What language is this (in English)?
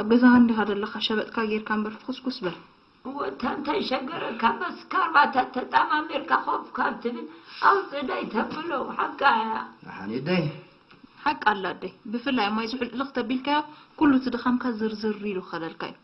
Tigrinya